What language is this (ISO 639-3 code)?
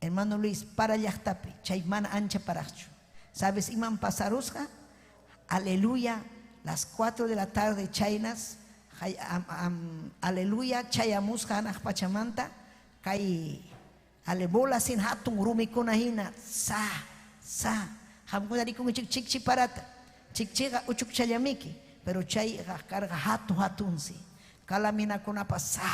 quy